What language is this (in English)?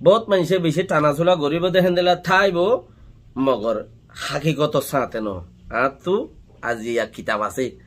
Rohingya